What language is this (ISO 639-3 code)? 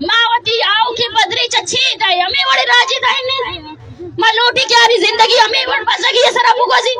bal